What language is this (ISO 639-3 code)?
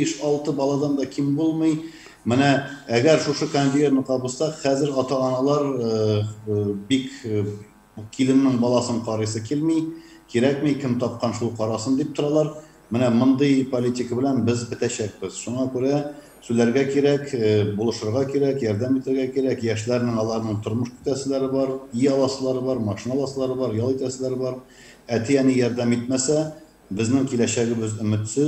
tat